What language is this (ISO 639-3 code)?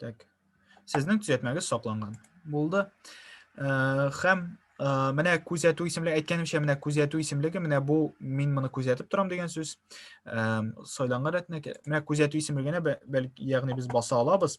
tat